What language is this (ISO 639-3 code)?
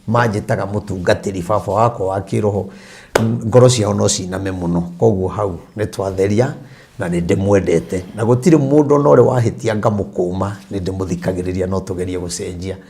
kik